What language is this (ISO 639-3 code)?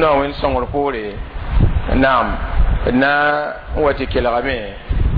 mos